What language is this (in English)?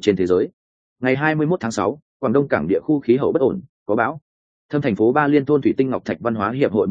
Vietnamese